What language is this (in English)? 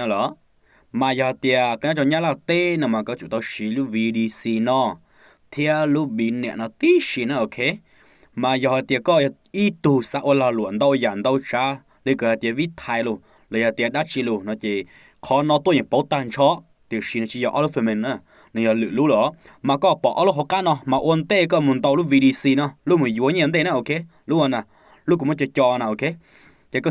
Hmong